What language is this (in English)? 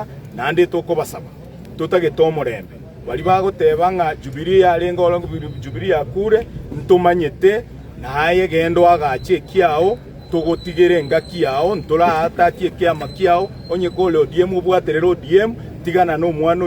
Gusii